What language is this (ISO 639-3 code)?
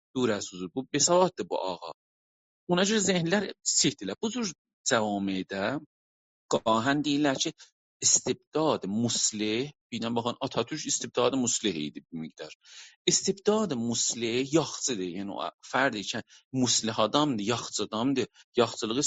azb